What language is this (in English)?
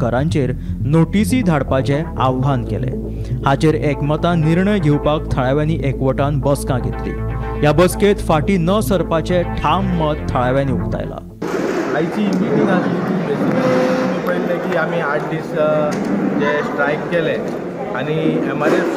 Konkani